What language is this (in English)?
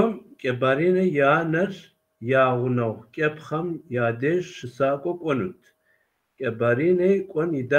Kabardian